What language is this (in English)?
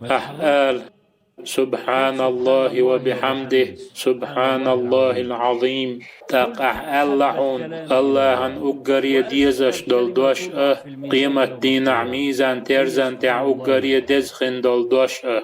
Chechen